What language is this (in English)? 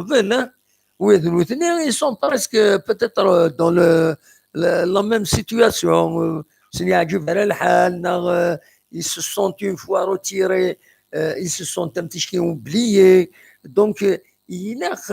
Kabyle